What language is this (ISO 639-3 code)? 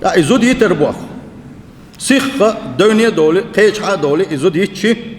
che